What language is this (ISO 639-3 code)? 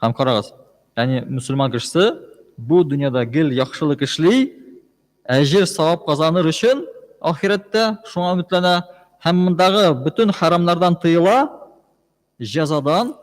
tat